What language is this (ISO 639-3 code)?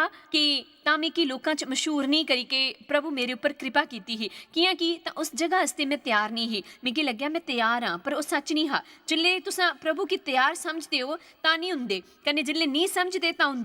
doi